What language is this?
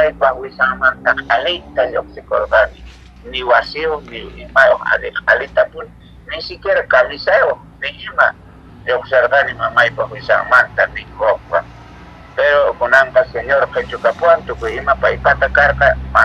Quechua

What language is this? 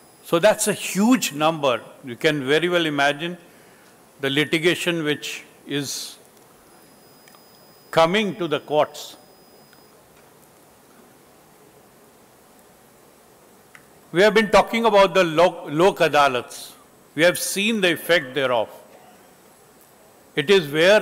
English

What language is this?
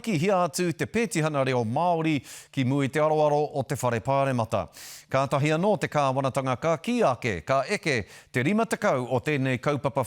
Māori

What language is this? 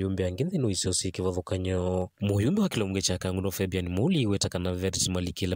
Kamba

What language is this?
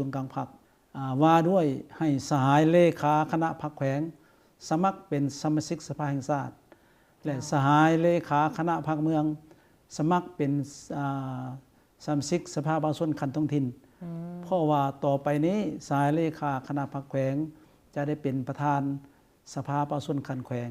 Lao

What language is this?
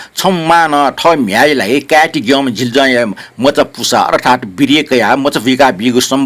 Newari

